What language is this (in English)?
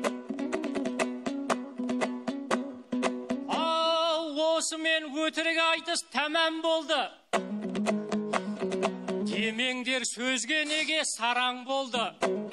Kazakh